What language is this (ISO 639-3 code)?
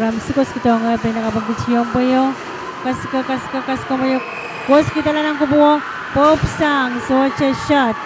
pon